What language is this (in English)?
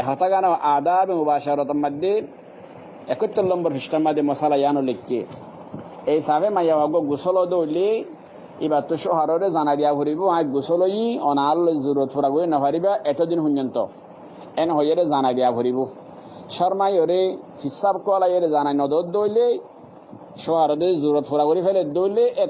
Rohingya